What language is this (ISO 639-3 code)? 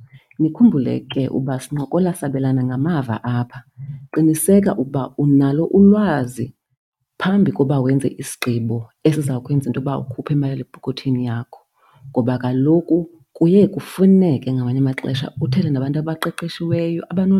xho